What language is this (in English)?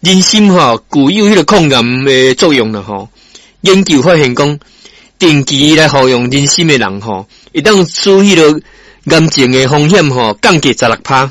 Min Nan Chinese